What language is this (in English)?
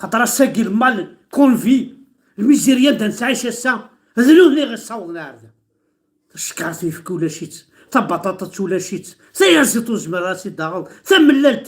Kabyle